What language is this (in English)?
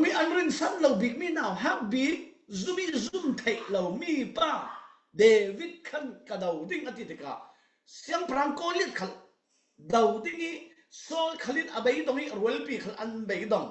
Falam Chin